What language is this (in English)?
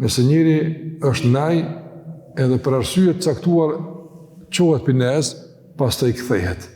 Albanian